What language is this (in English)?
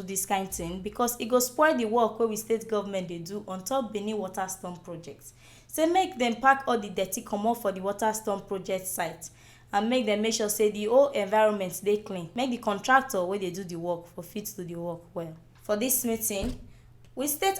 Nigerian Pidgin